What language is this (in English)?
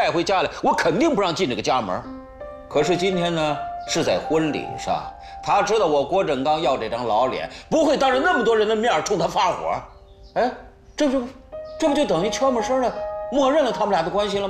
Chinese